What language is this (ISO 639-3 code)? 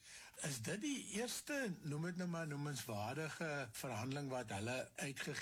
afr